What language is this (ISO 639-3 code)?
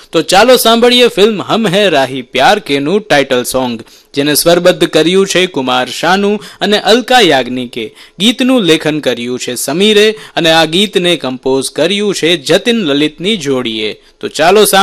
guj